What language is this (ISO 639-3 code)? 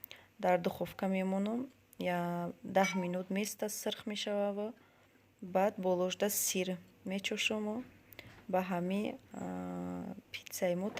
tgk